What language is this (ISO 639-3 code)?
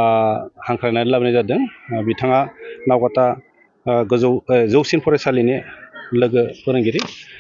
brx